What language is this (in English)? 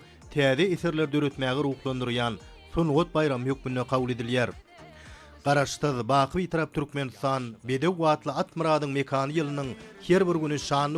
Turkmen